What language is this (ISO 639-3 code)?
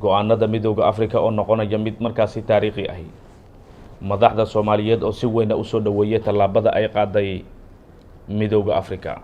som